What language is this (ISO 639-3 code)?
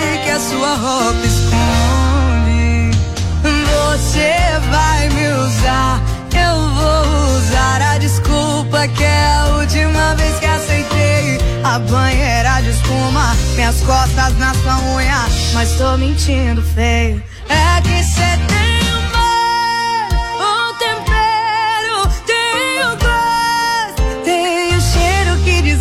por